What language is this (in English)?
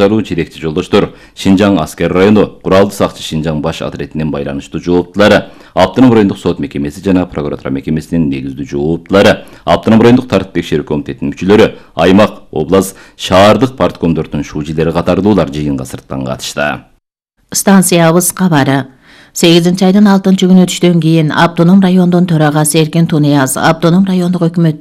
Kyrgyz